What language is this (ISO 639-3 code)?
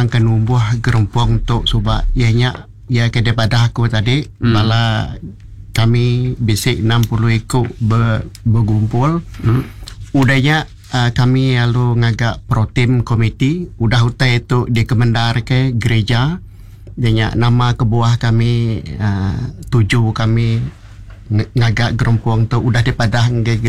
iba